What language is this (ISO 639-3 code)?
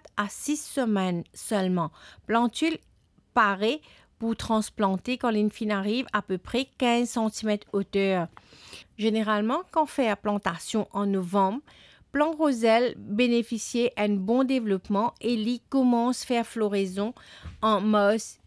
mfe